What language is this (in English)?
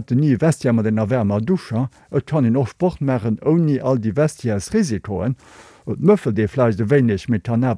Luxembourgish